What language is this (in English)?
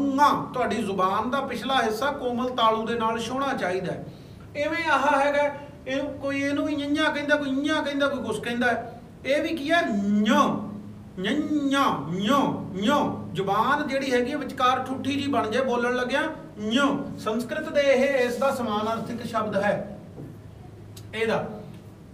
Punjabi